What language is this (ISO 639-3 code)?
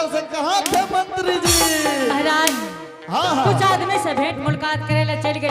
anp